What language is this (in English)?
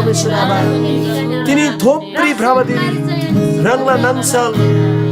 Eastern Tamang